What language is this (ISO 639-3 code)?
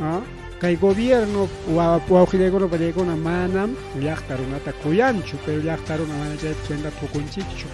quy